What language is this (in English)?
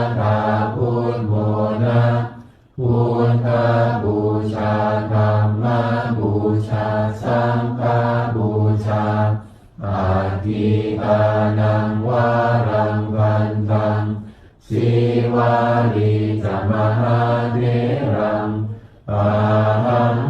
Pali